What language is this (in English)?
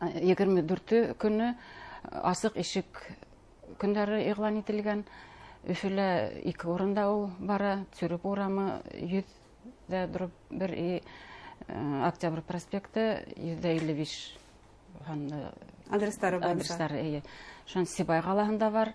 Bashkir